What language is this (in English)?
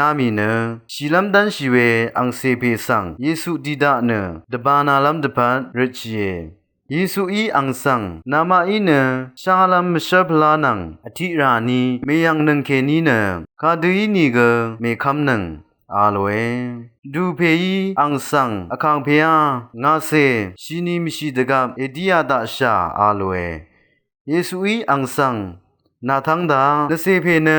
Rawang